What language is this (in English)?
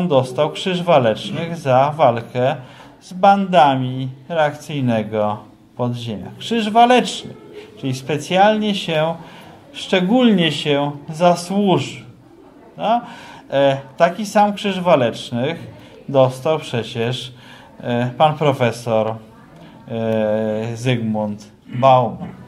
Polish